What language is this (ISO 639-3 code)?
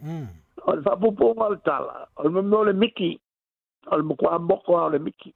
smo